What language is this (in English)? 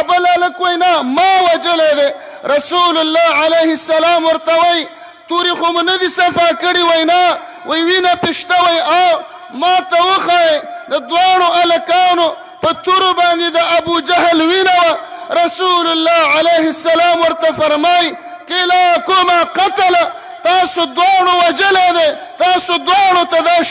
Pashto